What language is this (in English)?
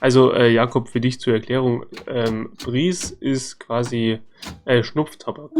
Bavarian